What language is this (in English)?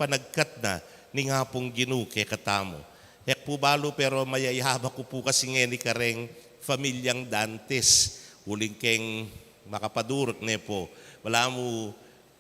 Pampanga